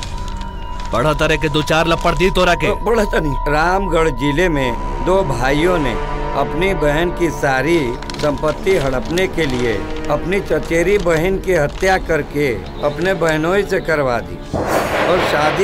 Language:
Bhojpuri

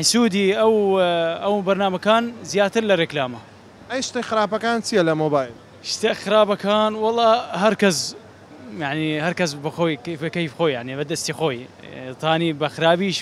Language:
Central Kurdish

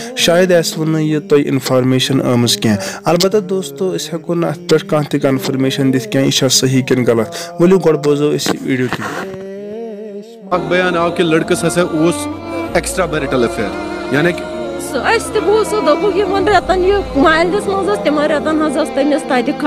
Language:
Kashmiri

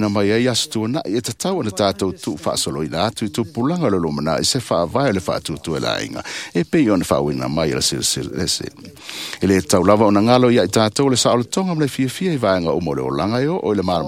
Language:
Samoan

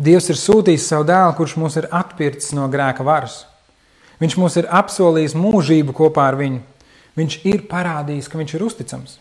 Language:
Latvian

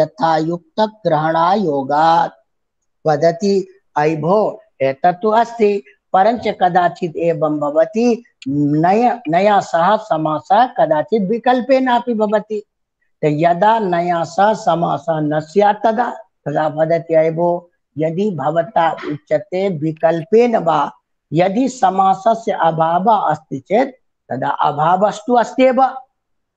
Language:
Sanskrit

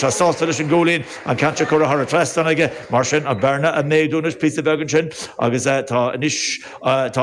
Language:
Irish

